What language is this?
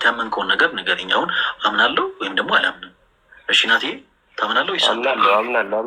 Amharic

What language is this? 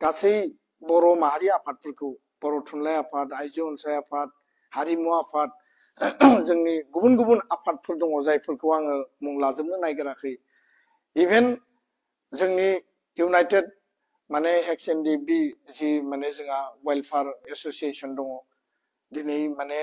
Bodo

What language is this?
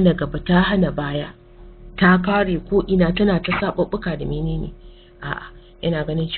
Hausa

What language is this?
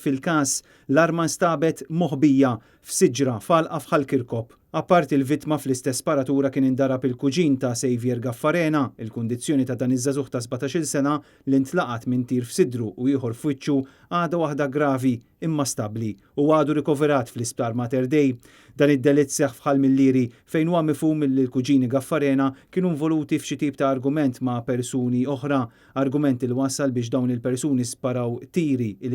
Maltese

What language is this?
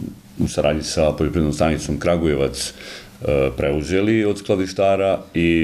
Serbian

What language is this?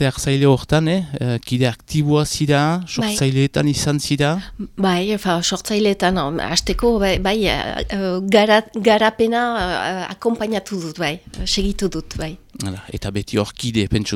Basque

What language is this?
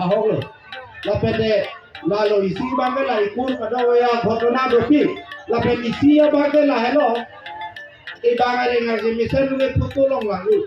Karbi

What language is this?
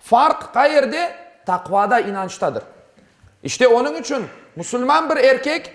Crimean Tatar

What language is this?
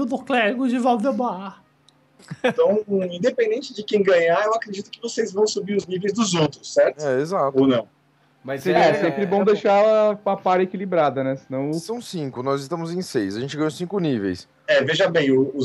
Portuguese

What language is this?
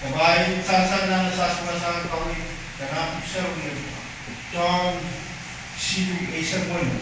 Pohnpeian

